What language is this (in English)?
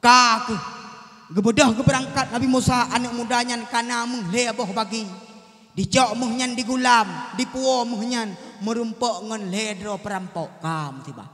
Achinese